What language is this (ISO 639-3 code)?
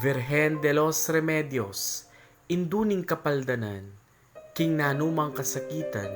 pam